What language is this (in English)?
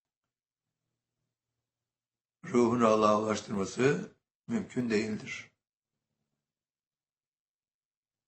Turkish